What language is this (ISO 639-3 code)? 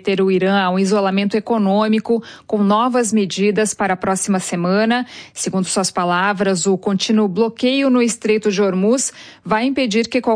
por